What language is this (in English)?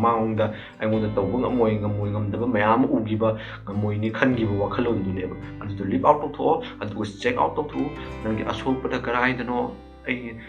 Manipuri